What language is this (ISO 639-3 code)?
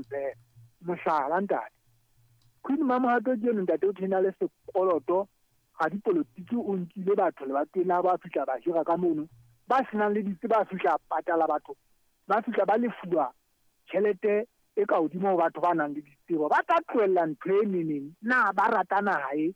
sot